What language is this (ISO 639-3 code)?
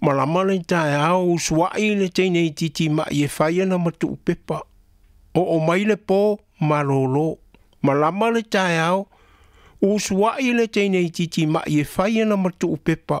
smo